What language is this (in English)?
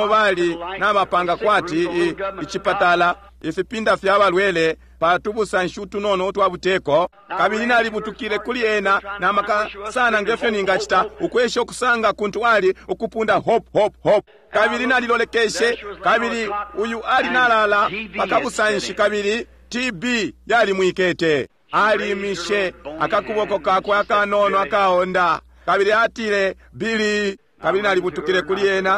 Bemba